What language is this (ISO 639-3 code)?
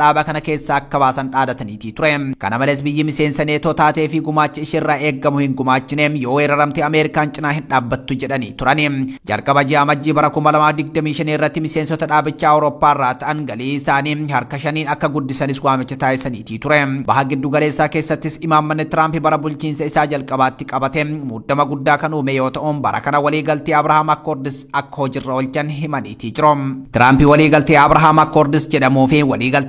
orm